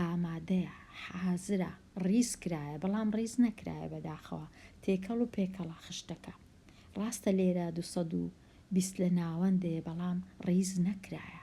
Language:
Central Kurdish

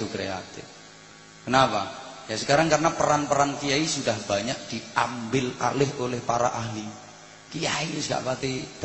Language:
Javanese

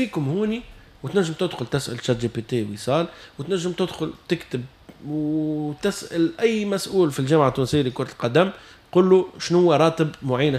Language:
Tunisian Arabic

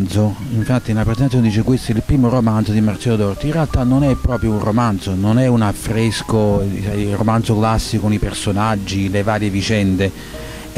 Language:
Italian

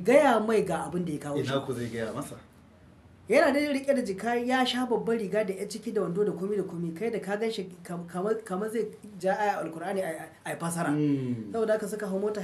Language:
Hausa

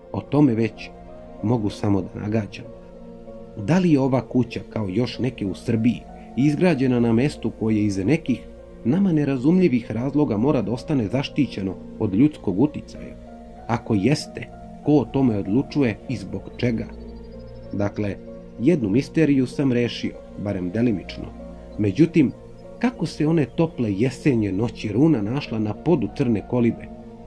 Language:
Serbian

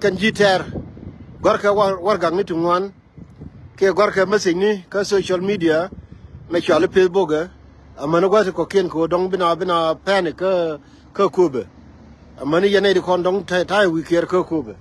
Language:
Nuer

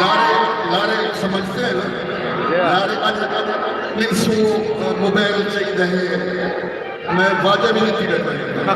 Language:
Saraiki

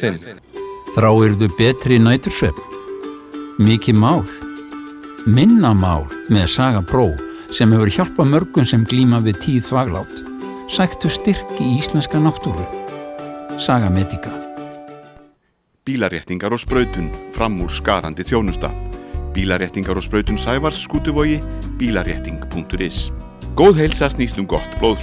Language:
Icelandic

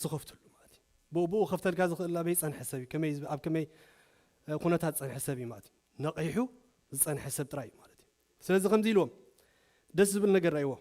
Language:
Tigrinya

